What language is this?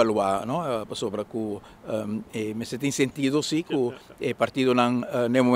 Papiamento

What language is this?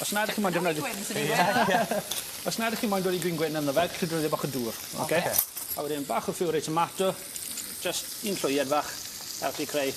Welsh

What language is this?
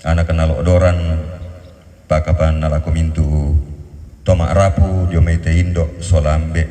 Toraja-Sa'dan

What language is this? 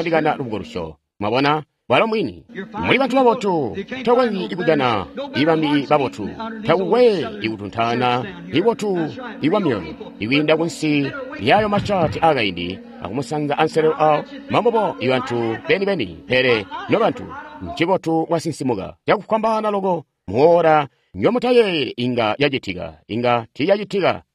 Tonga (Zambia)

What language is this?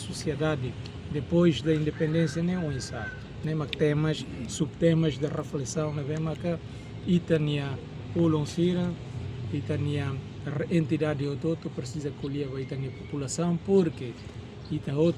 Tetum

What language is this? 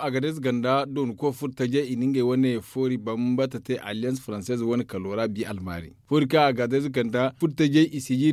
Zarma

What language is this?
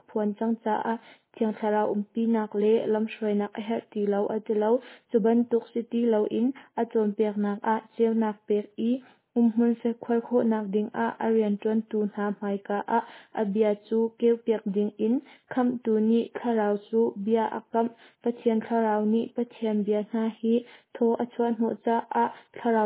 Hakha Chin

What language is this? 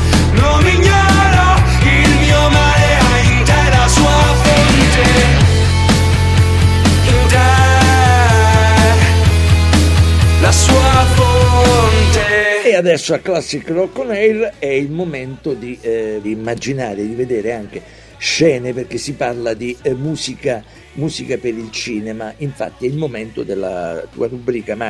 Italian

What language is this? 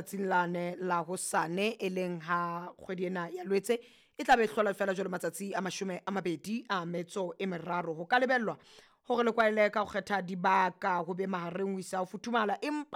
Southern Sotho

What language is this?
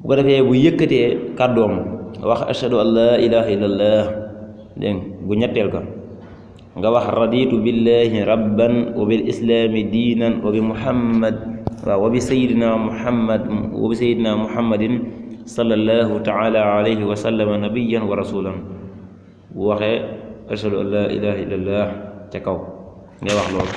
Wolof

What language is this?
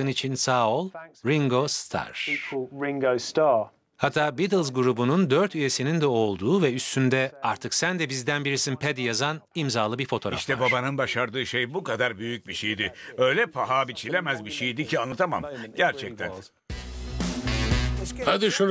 Turkish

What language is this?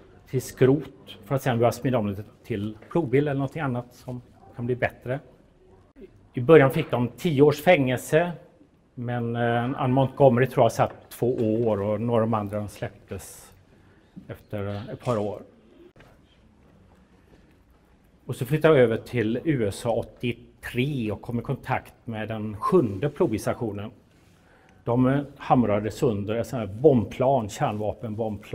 Swedish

